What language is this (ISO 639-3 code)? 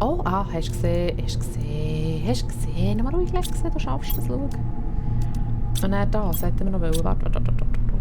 gsw